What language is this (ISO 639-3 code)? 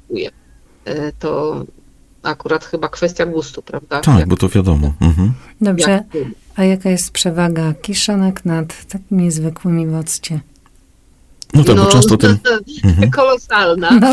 pol